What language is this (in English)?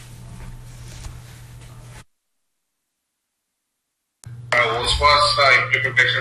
Odia